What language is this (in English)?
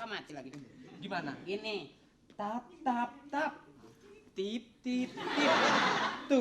Betawi